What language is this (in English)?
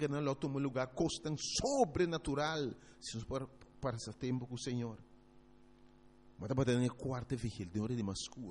Papiamento